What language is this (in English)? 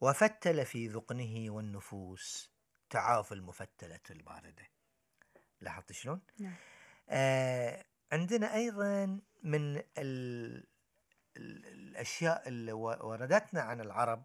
Gulf Arabic